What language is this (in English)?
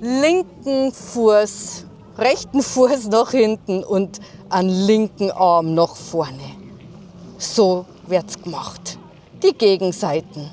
Bavarian